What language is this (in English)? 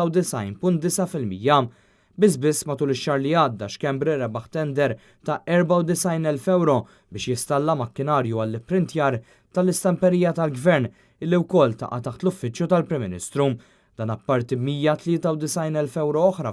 Maltese